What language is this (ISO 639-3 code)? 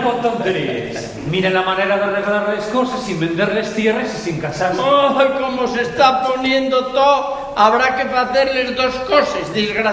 ast